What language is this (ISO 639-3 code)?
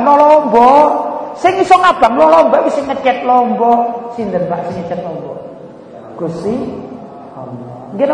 jav